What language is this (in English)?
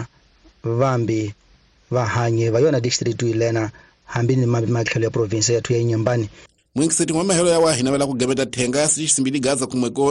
Tsonga